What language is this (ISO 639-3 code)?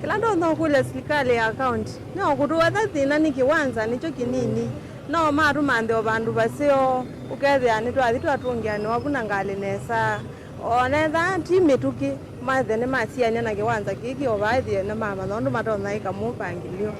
kam